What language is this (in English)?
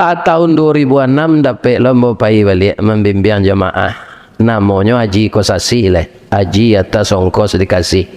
Minangkabau